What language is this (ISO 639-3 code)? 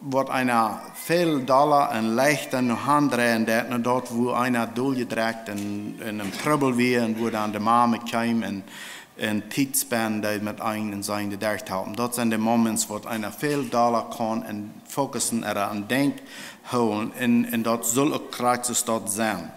pdt